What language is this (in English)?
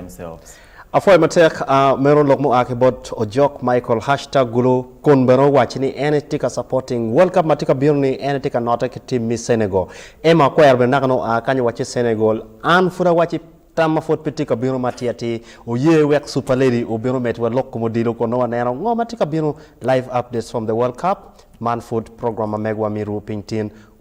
Acoli